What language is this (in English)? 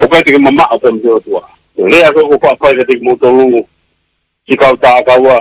Tongan